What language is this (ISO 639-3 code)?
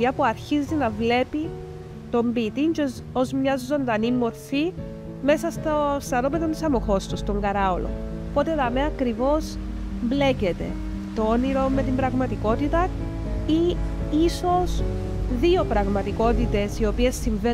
ell